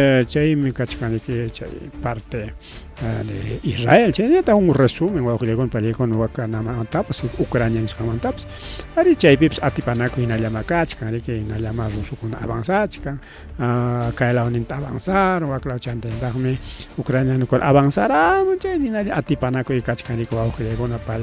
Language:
Ayacucho Quechua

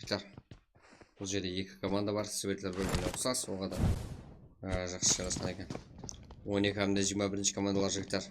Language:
Kara-Kalpak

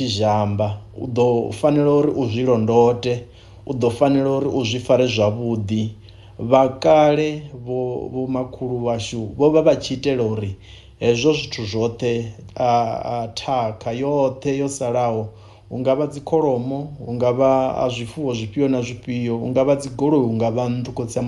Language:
Venda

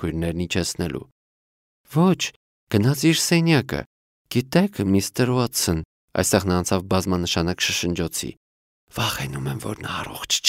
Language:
Armenian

